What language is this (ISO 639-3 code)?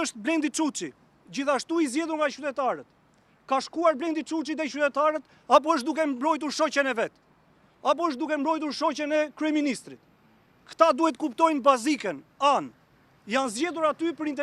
sqi